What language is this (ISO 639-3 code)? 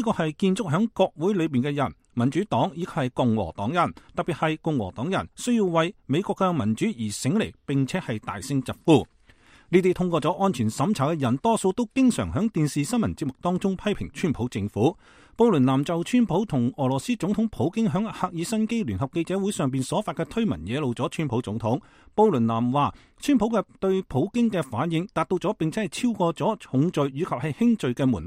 yue